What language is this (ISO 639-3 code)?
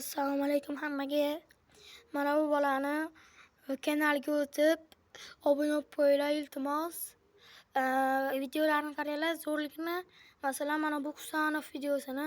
uzb